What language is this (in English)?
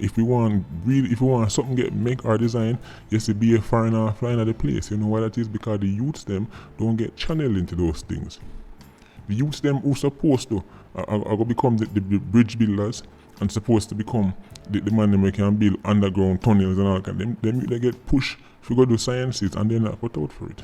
Jamaican Creole English